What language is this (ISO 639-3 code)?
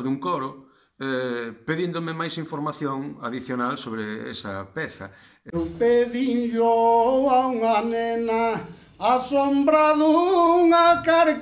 glg